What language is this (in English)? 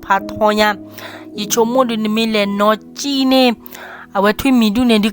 S'gaw Karen